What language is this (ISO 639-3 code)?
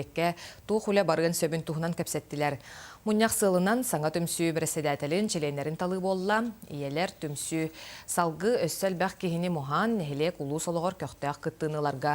sah